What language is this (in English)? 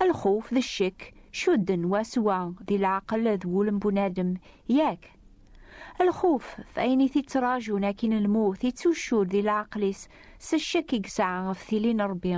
Kabyle